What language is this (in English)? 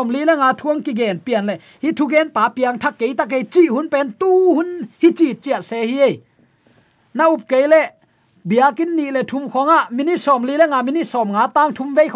Tedim Chin